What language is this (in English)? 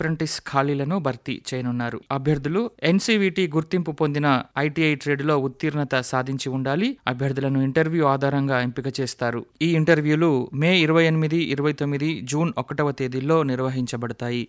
Telugu